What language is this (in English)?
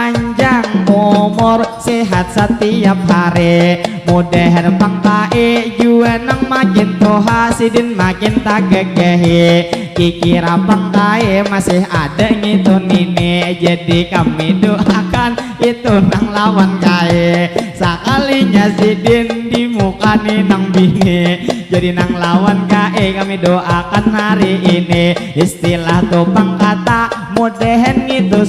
Banjar